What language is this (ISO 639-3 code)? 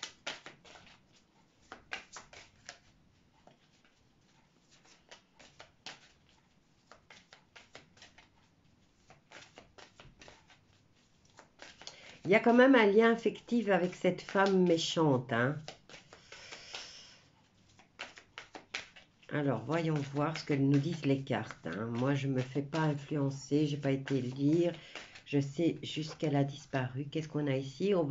fra